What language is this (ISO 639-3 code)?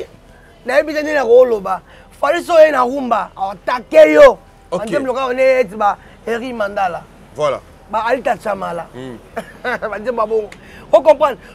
lin